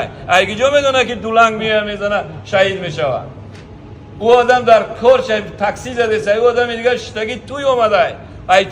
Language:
Tajik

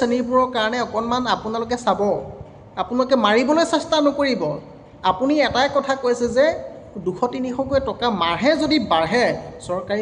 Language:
Assamese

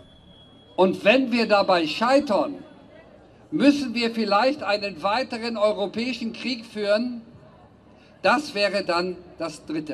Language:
German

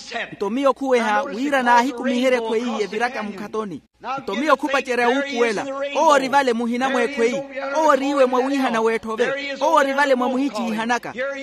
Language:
Makhuwa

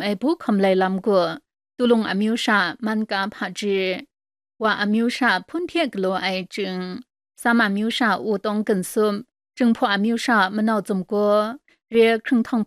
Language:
Kachin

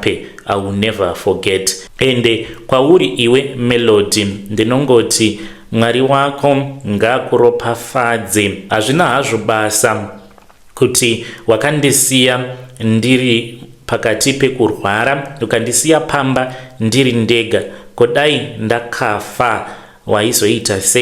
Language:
Shona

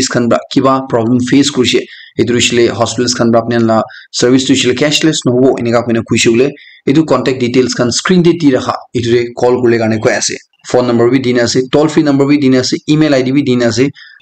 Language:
Naga Pidgin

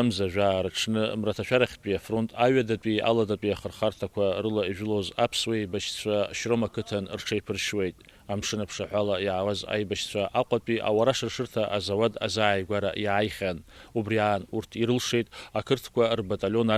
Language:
Abkhazian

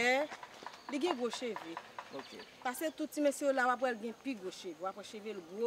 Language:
Haitian Creole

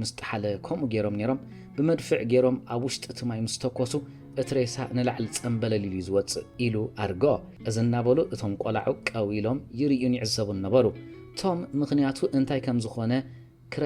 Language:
Tigrinya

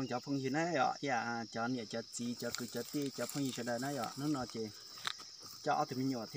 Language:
Hmong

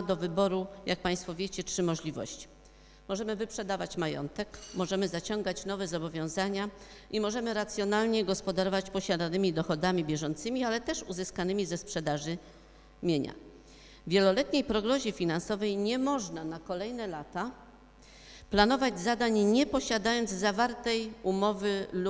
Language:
Polish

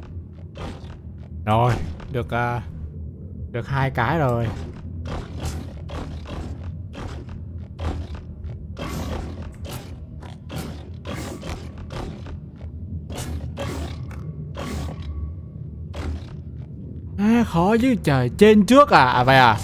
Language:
Vietnamese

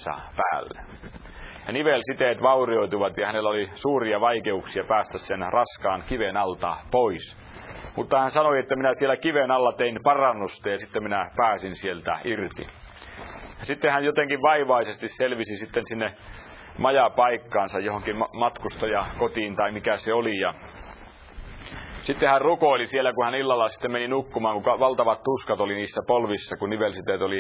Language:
Finnish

